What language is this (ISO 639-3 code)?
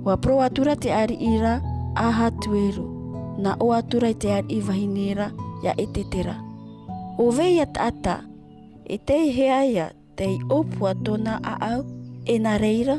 tah